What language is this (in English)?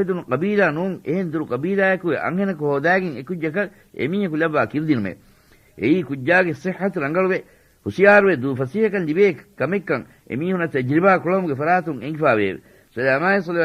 Divehi